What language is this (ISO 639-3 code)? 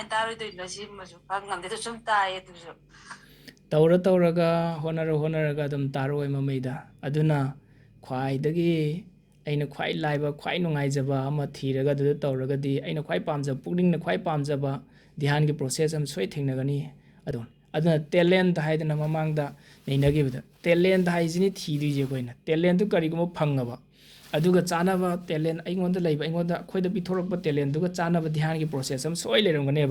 mni